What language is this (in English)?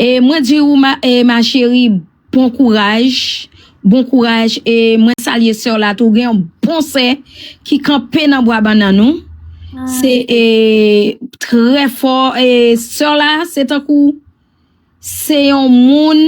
Haitian Creole